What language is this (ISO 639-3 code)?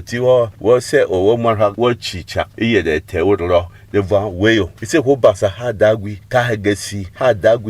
bom